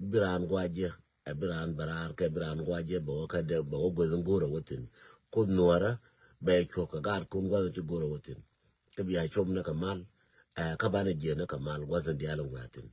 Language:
Nuer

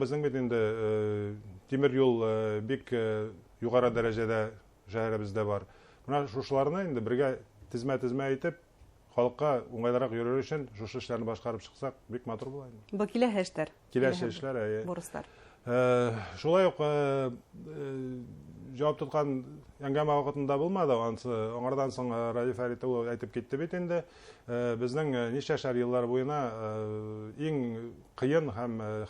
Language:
Bashkir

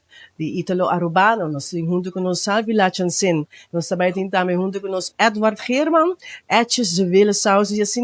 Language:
Papiamento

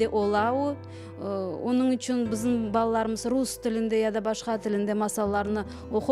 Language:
Crimean Tatar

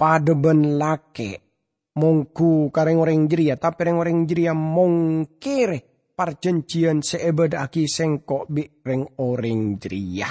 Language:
Madurese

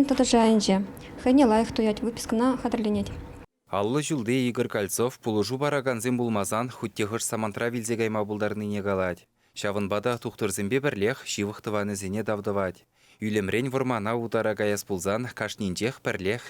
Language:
Chuvash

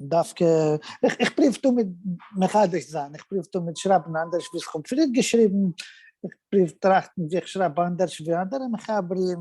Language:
Yiddish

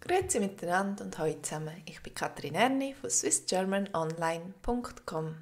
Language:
Swiss German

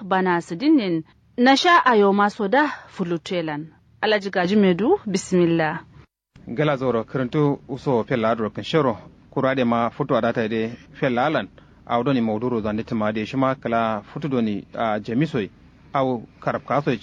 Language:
Kanuri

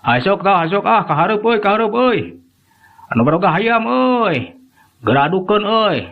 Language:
Sundanese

